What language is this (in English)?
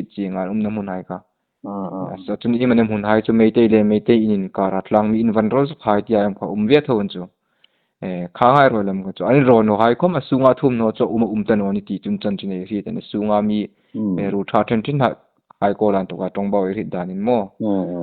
Hmar